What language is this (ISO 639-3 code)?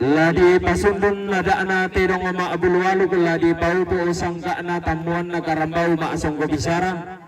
sda